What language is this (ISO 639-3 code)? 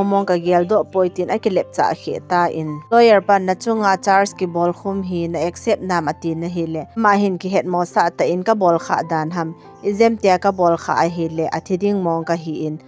tcz